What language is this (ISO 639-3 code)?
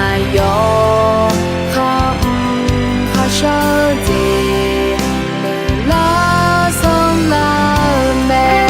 ahk